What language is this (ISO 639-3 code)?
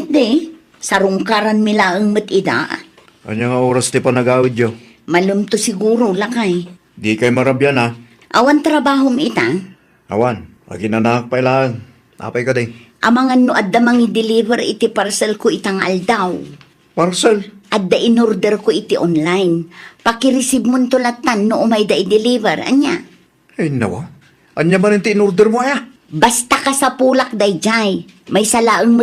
ilo